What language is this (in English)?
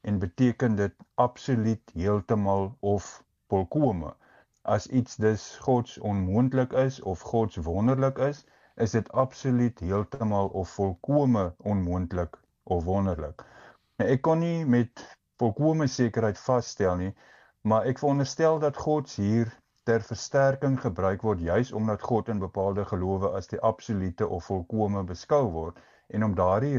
Afrikaans